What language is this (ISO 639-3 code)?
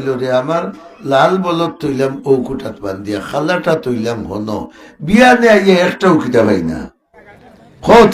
syl